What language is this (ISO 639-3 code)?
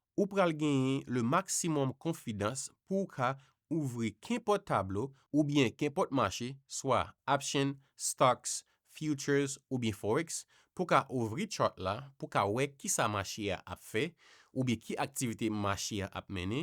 hat